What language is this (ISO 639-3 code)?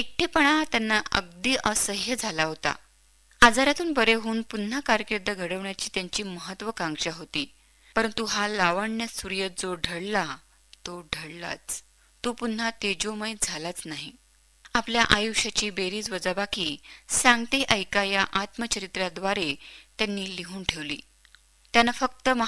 mar